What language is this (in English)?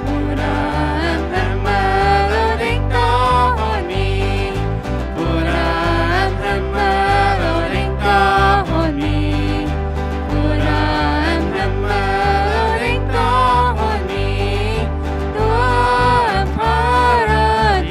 Plautdietsch